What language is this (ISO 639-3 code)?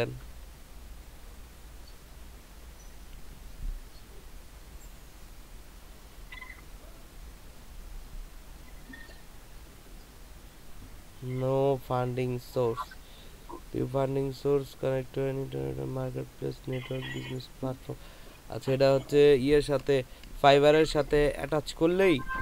ben